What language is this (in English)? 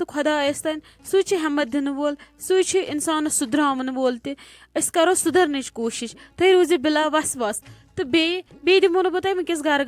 Kashmiri